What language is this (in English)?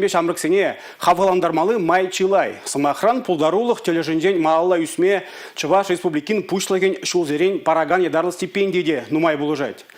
Chuvash